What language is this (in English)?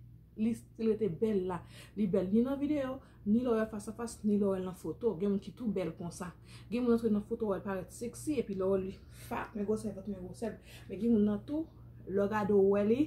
Haitian Creole